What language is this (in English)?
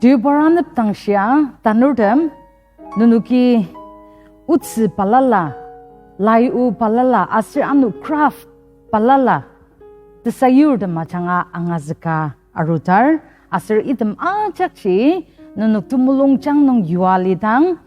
Ao Naga